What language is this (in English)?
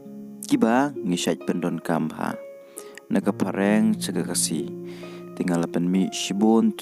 Khasi